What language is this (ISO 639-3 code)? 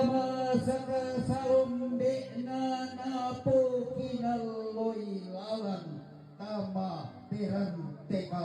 sda